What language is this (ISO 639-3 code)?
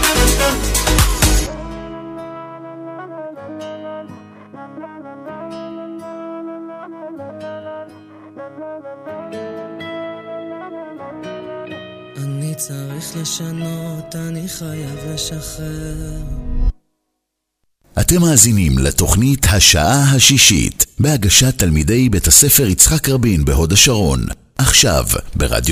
heb